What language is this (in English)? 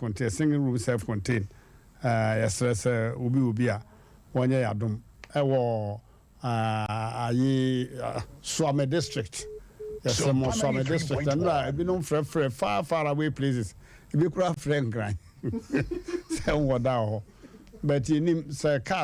Akan